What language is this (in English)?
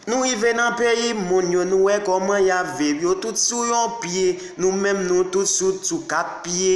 Haitian Creole